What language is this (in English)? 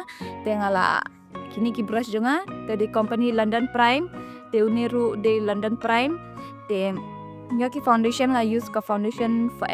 Khasi